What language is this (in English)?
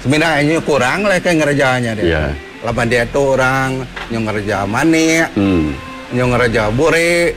Iban